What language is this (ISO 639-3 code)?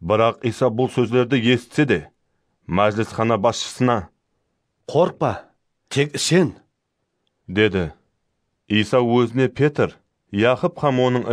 kaa